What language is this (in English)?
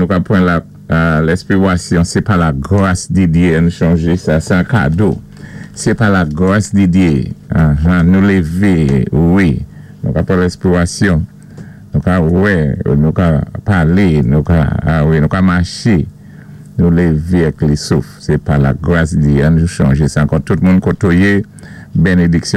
Saint Lucian Creole French